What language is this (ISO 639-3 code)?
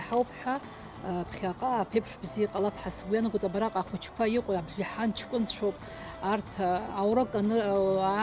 abk